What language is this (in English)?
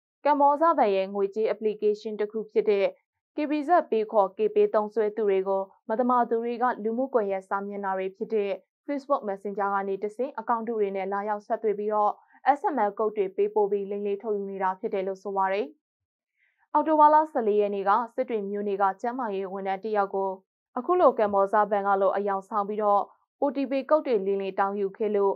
Burmese